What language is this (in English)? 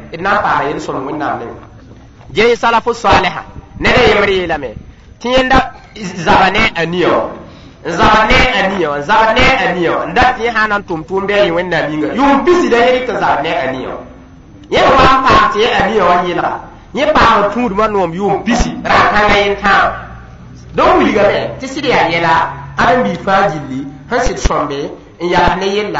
Mossi